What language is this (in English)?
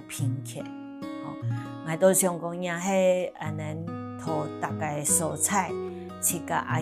Hakka Chinese